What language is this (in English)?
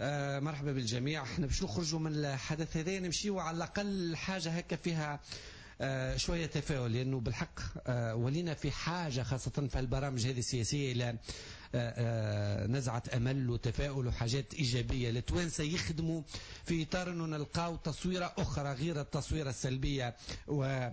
Tunisian Arabic